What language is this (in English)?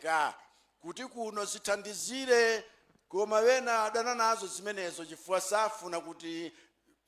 Nyanja